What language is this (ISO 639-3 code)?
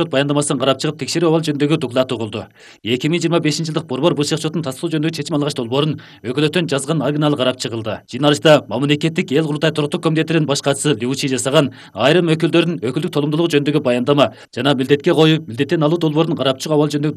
kir